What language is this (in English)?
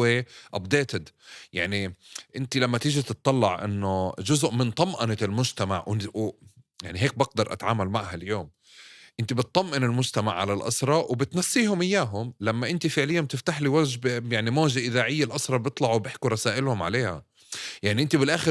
North Levantine Arabic